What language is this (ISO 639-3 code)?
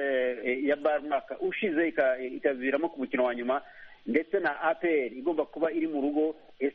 kin